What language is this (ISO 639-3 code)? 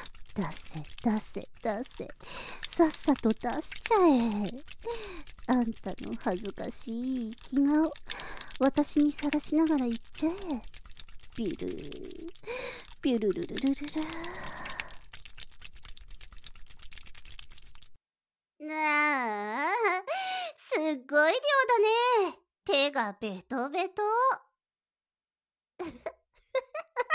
jpn